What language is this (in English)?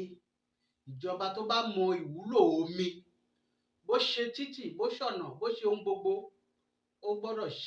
Yoruba